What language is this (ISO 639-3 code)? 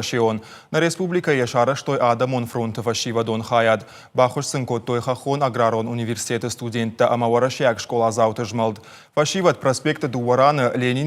oss